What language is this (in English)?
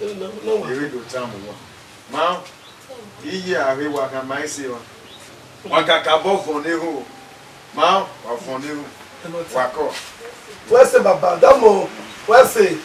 Bini